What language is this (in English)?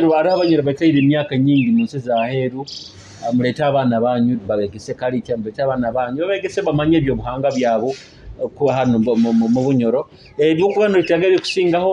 Nyoro